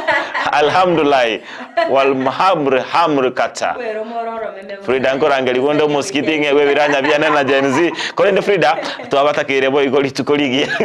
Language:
Gusii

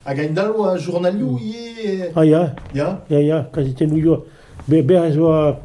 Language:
Breton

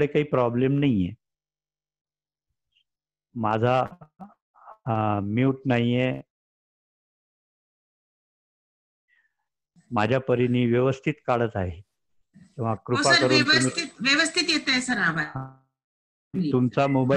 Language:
Marathi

